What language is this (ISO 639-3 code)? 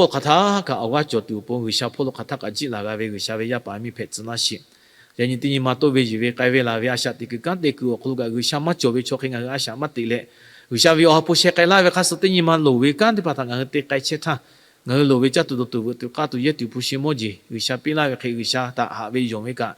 lhu